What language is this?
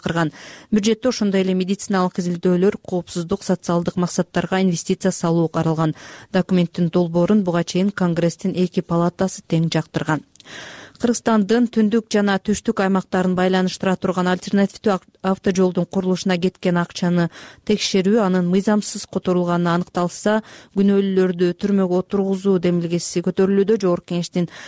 Kyrgyz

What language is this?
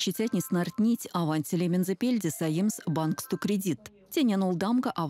Erzya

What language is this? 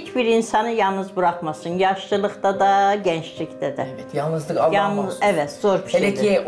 Turkish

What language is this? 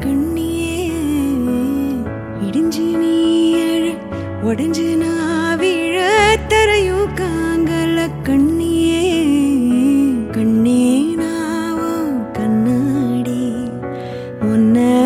Tamil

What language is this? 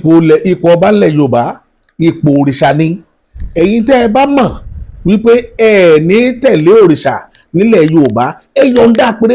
Yoruba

